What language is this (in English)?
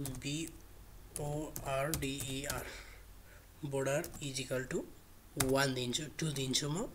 Nepali